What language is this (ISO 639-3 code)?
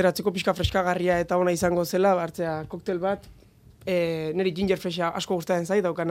eus